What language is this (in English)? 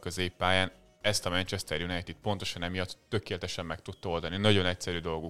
Hungarian